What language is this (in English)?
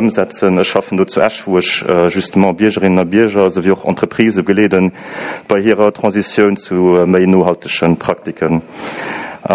Luxembourgish